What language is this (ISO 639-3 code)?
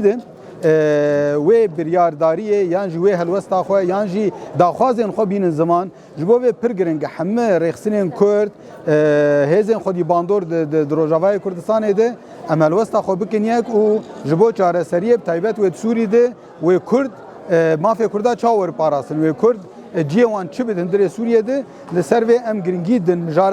kur